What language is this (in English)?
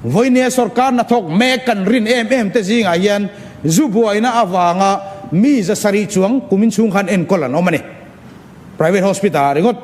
Mizo